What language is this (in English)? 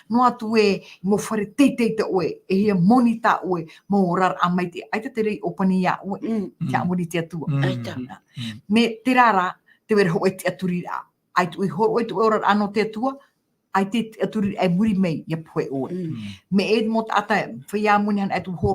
Tahitian